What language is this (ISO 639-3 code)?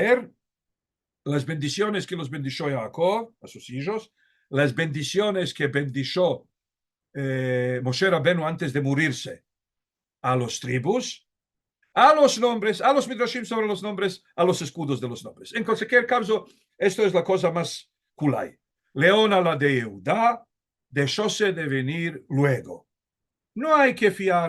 lad